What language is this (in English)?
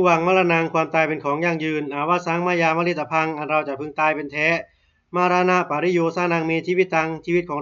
Pali